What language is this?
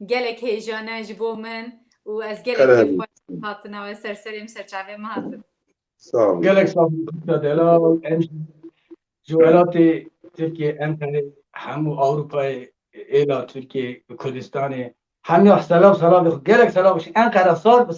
Kurdish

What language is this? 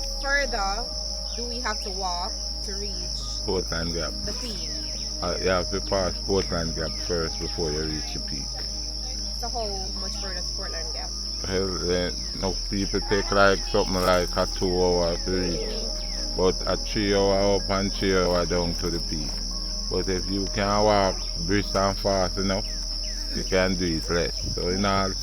Jamaican Creole English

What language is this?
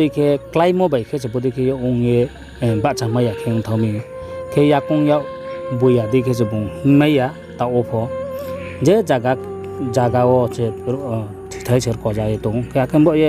Riang (India)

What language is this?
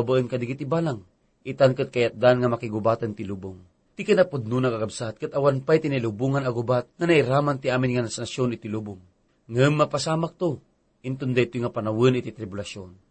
Iloko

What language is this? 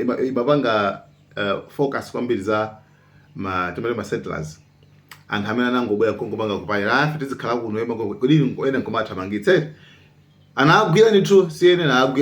Nyanja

